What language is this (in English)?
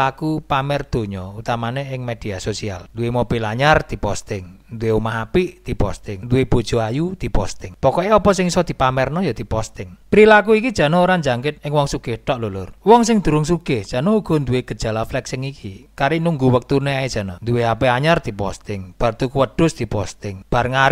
Javanese